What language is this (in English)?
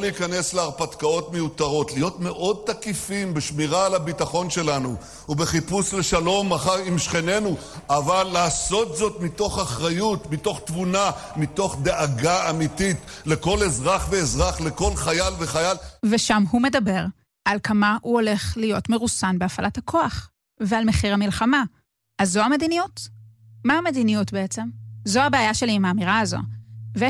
Hebrew